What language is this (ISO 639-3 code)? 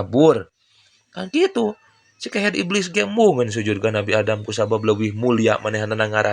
sun